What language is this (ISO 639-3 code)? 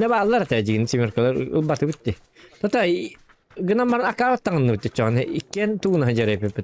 sah